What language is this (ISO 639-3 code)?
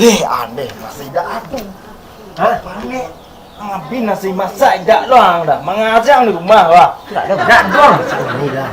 min